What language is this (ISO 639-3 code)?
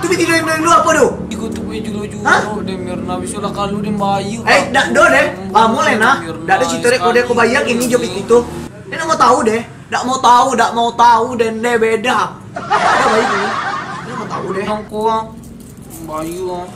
min